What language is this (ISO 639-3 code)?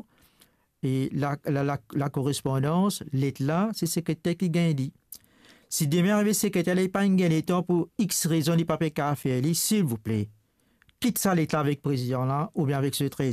mfe